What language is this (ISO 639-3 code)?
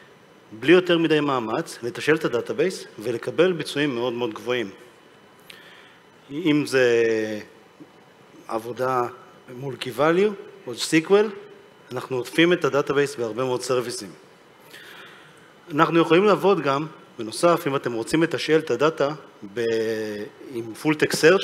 heb